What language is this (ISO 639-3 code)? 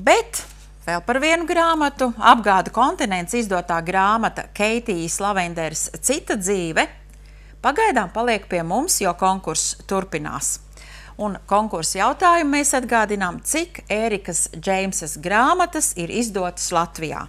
lav